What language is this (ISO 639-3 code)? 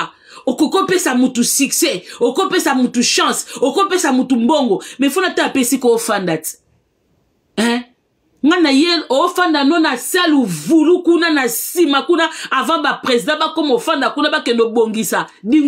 lin